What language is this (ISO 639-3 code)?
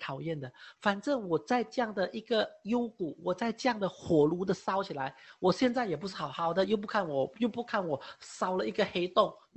zho